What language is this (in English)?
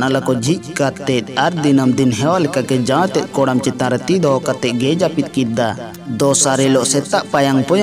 Santali